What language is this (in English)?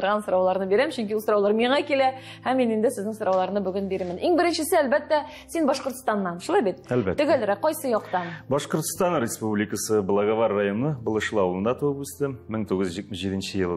Tatar